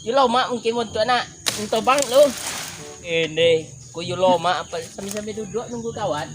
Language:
Minangkabau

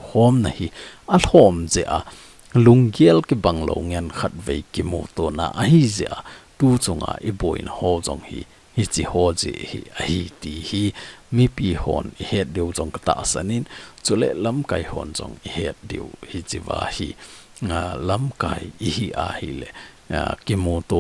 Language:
Thado Chin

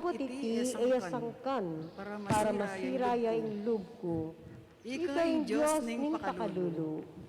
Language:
Pampanga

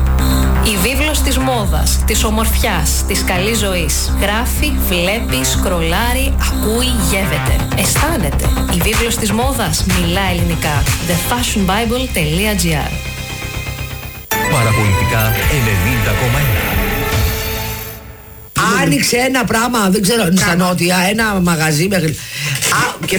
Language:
Greek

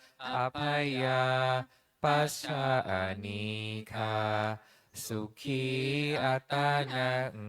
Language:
Pali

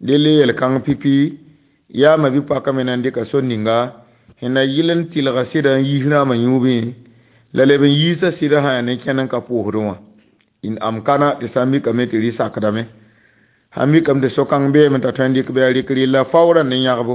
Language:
Mossi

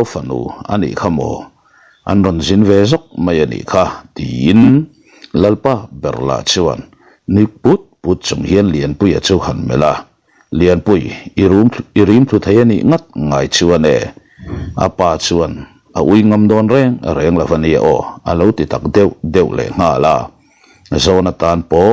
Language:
Mizo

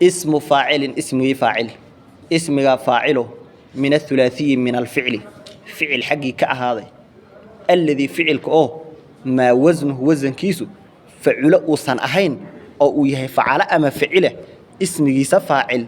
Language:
Somali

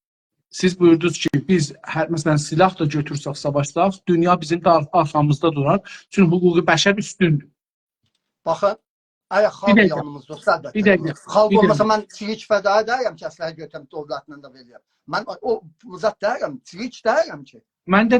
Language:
South Azerbaijani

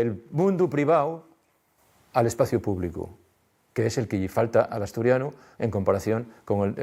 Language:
Asturian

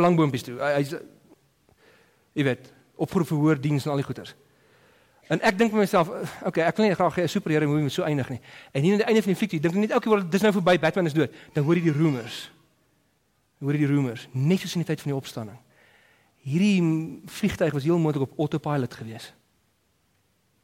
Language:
Afrikaans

